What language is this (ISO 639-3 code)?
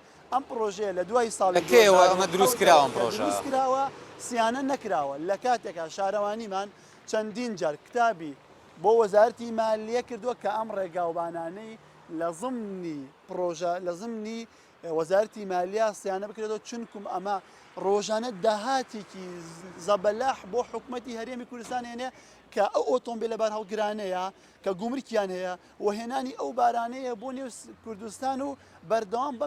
ckb